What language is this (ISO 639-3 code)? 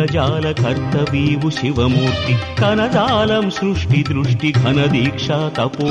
tel